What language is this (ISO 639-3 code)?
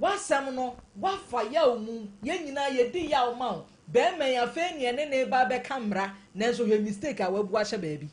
aka